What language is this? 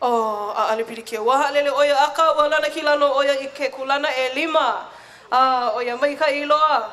Hawaiian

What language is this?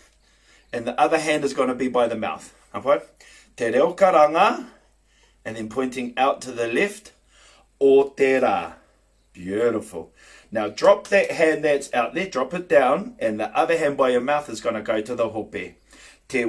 Māori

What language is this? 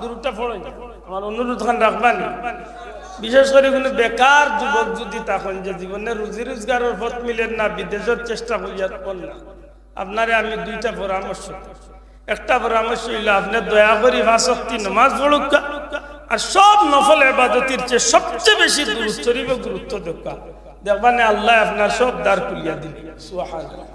Sylheti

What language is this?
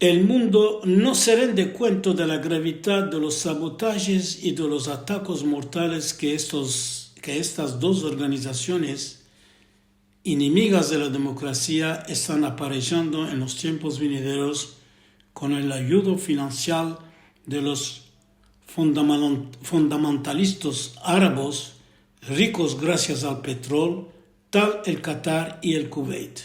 Ladino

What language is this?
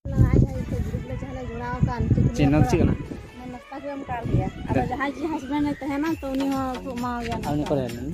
Santali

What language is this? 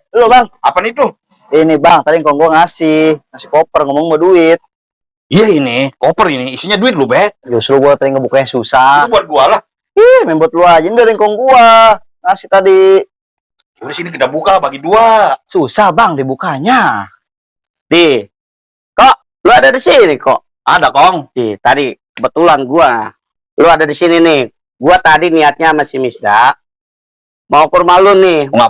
Betawi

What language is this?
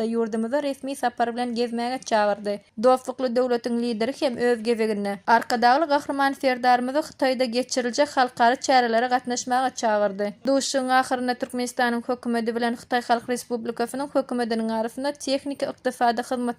Turkmen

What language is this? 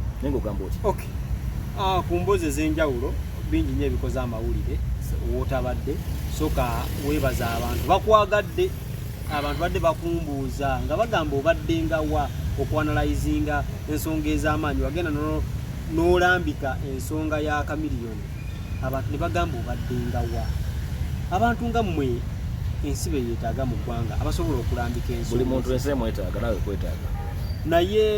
Ganda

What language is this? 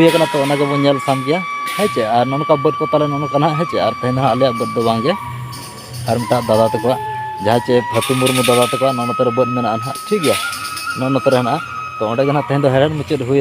Santali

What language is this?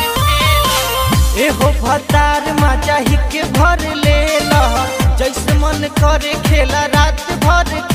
Bhojpuri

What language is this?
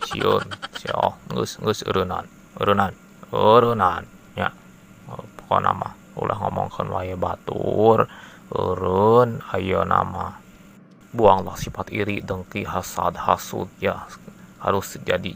Sundanese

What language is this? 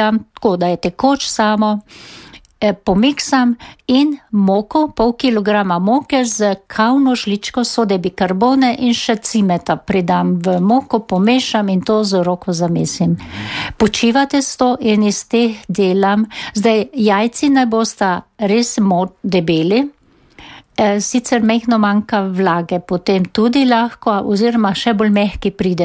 Slovenian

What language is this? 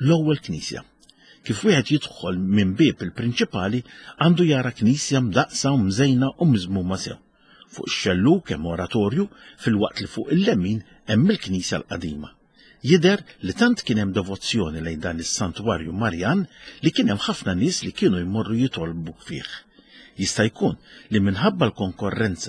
Maltese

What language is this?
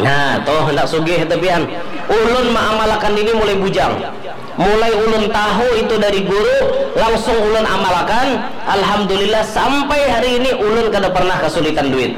Banjar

